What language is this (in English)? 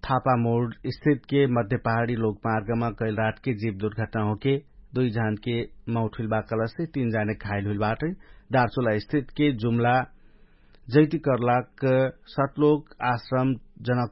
Dangaura Tharu